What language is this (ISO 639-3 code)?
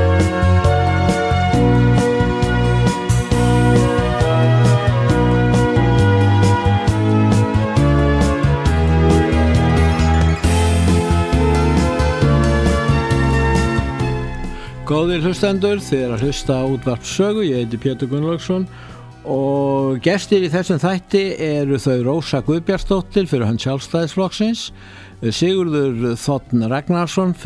isl